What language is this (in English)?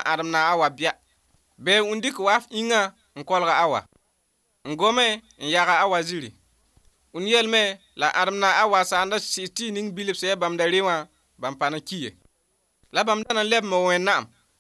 Mossi